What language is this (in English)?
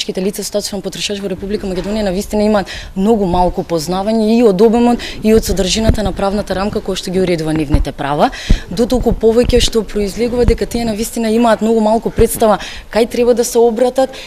Macedonian